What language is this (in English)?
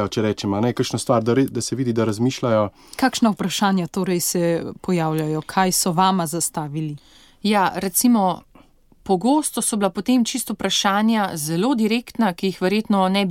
Slovenian